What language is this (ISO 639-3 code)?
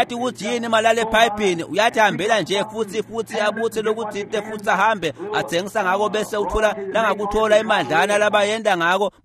ssw